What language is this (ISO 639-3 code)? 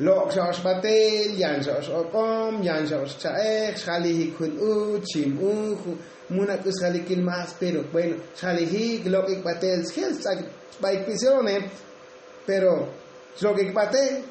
tzo